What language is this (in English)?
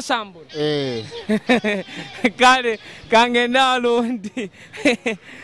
Nyoro